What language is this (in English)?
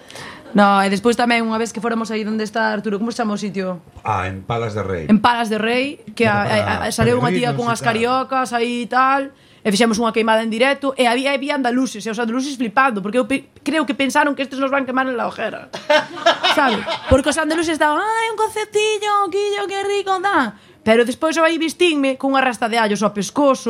Galician